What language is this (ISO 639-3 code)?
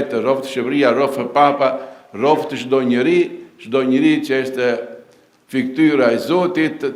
sqi